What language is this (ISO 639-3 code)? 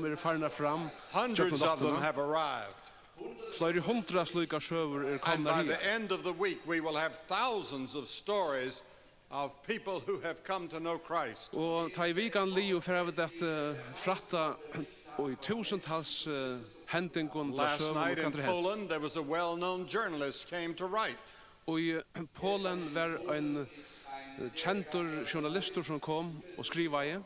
fao